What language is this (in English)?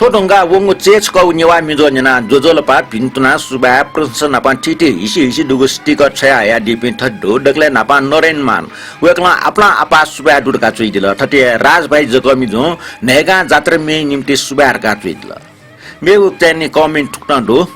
Newari